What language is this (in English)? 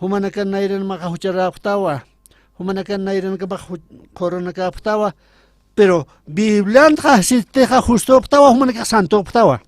Aymara